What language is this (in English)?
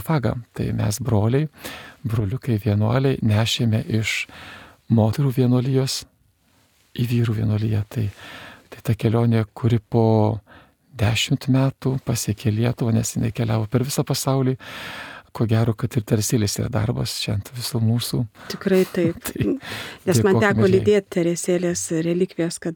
Lithuanian